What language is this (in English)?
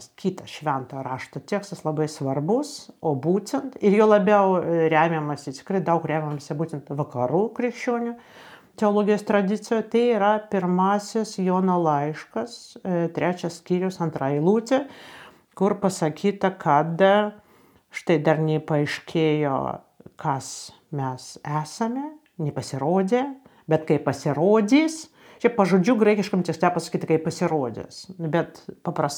Lithuanian